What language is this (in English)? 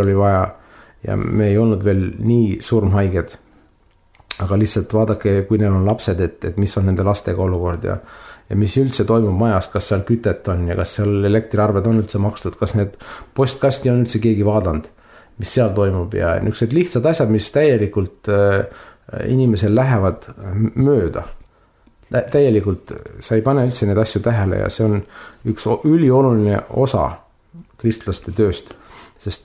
Estonian